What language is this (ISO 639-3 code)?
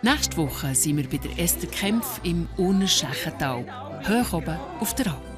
gsw